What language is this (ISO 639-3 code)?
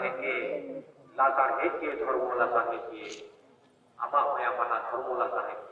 sat